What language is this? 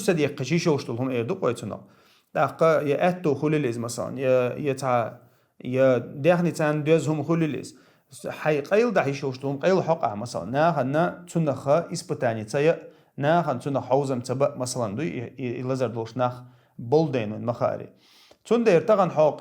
Chechen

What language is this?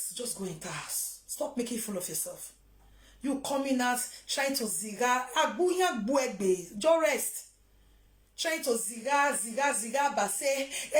Nigerian Pidgin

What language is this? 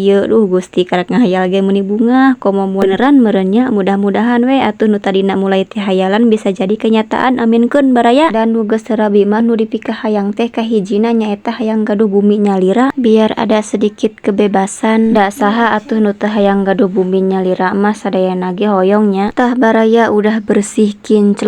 Sundanese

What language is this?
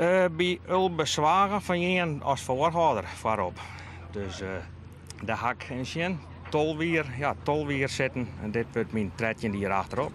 Western Frisian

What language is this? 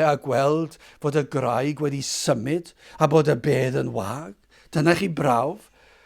Welsh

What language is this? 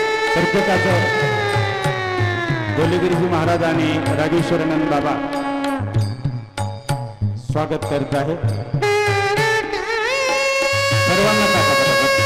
Marathi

